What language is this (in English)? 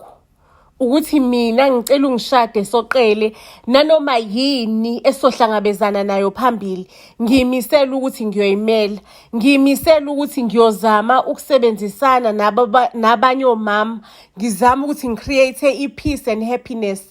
Zulu